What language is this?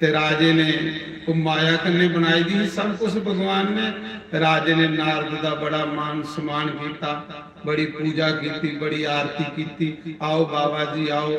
Dogri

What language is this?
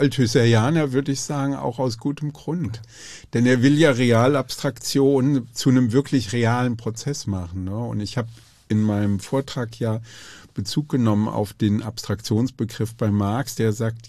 German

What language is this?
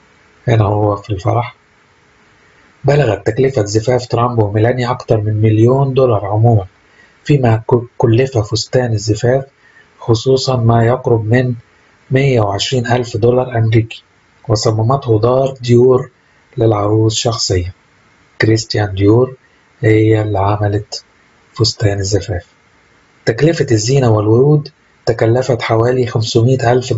Arabic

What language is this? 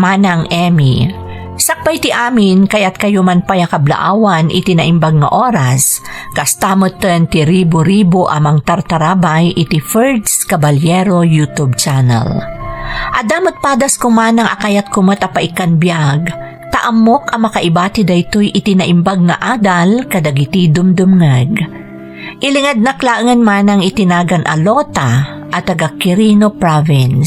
Iloko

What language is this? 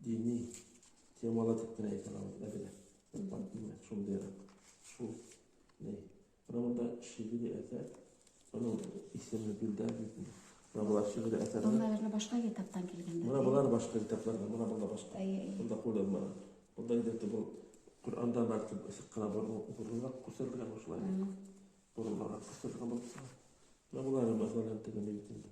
Bashkir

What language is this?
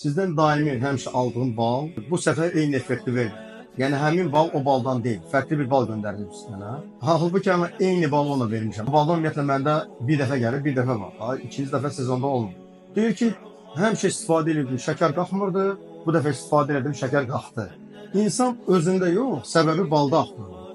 Azerbaijani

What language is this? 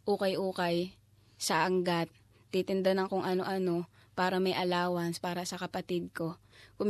Filipino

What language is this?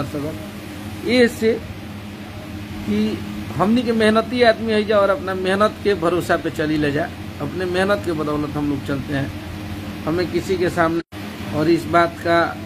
Bhojpuri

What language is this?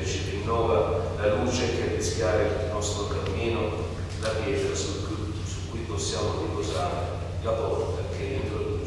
Italian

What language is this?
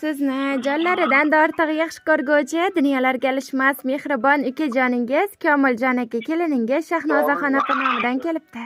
Uzbek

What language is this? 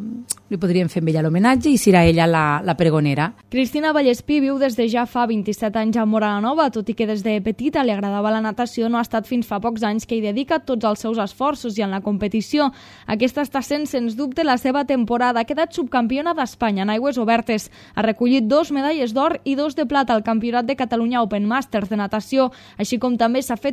Catalan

